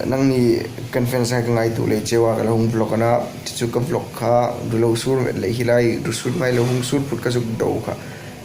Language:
Hmar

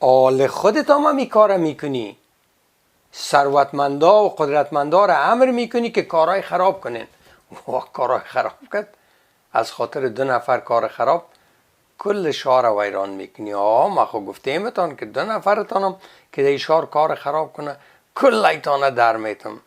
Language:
Persian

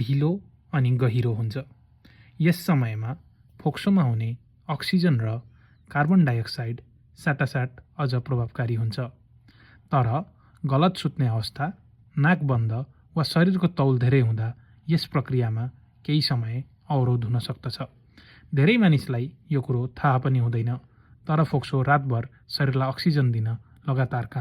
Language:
Nepali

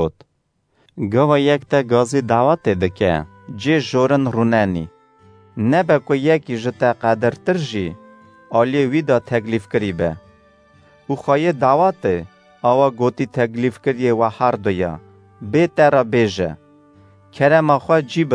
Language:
Kurdish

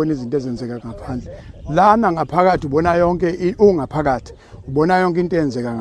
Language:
Zulu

